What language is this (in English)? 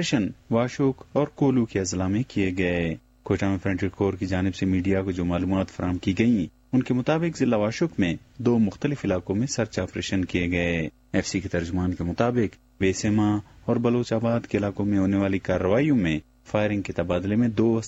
Urdu